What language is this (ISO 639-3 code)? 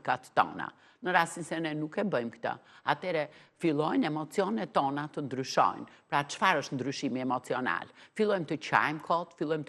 sqi